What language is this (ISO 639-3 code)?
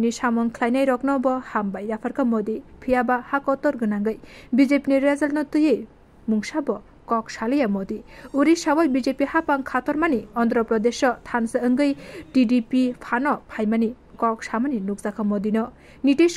trp